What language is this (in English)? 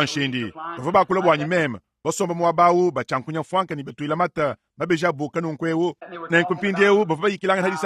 Luba-Lulua